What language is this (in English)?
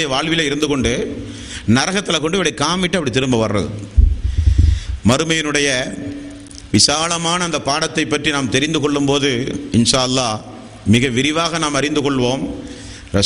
Tamil